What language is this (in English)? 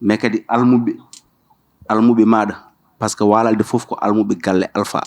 Fula